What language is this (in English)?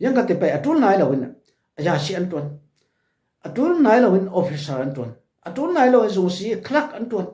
Falam Chin